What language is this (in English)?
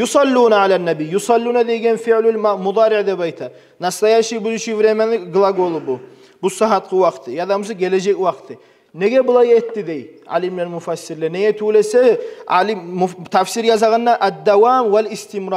Kumyk